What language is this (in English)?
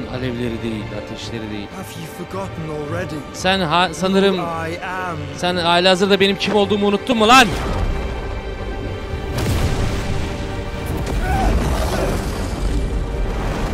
Turkish